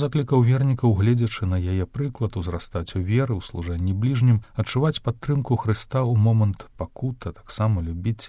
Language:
Belarusian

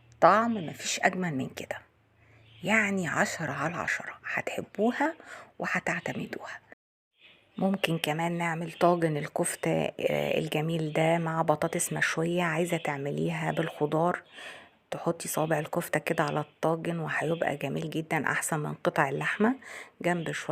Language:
Egyptian Arabic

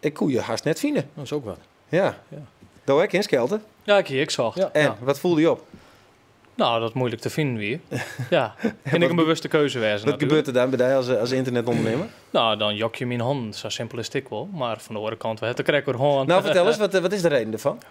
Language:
Western Frisian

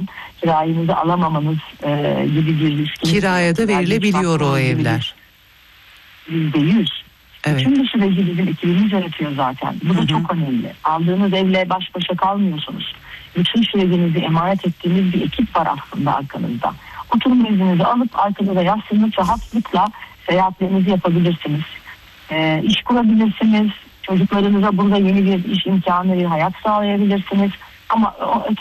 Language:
Turkish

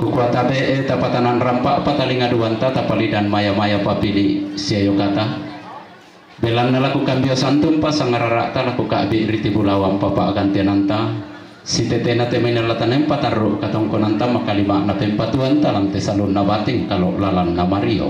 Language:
Toraja-Sa'dan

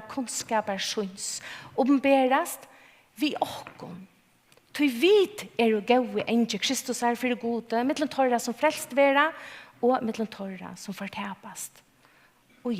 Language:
Faroese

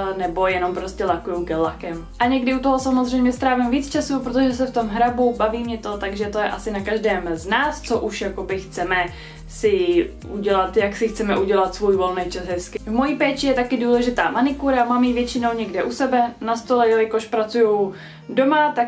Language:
Czech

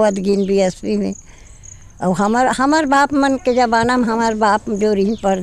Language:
Chhattisgarhi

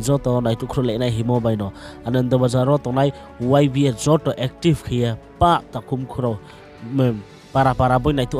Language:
Riang (India)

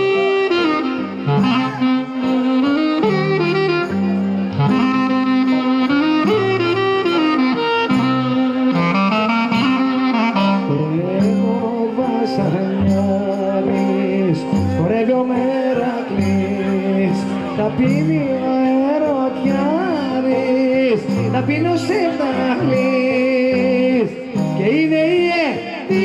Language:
Greek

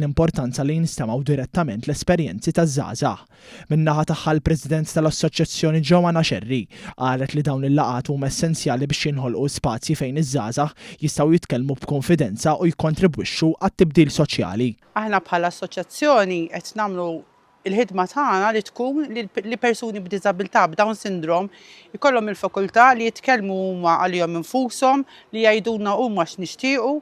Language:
Maltese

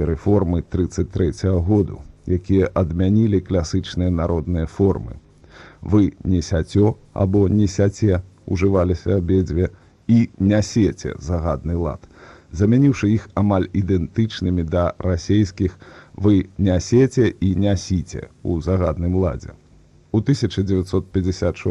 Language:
Belarusian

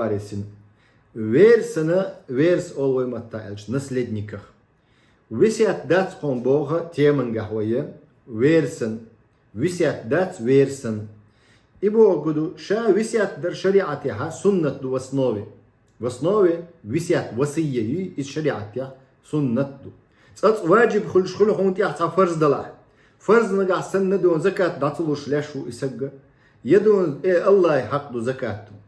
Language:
Chechen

